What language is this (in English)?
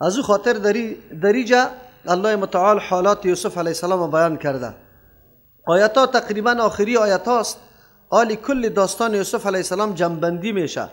Persian